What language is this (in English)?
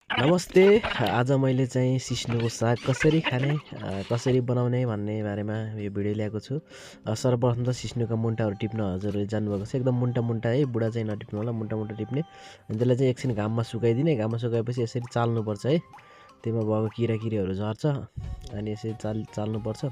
Nepali